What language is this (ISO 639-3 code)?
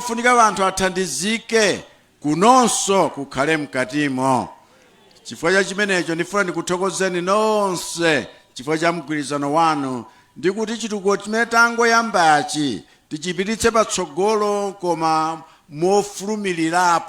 nya